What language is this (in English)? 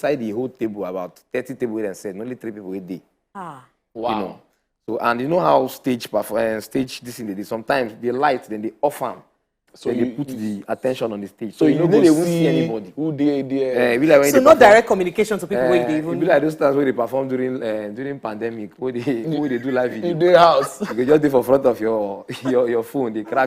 Nigerian Pidgin